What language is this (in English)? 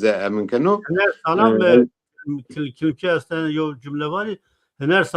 Zaza